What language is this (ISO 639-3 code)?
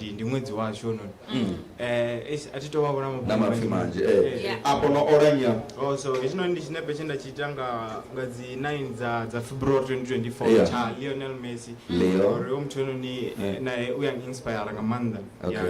ven